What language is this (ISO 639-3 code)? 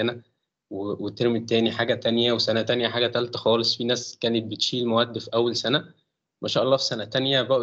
arz